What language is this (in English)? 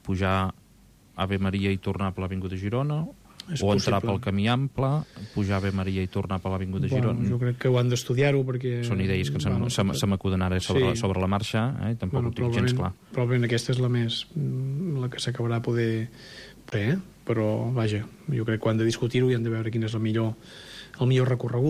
Catalan